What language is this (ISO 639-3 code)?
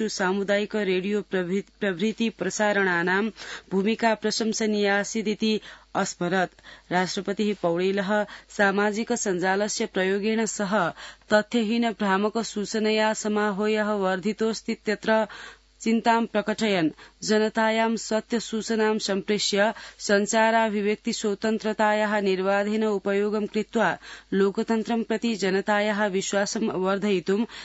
san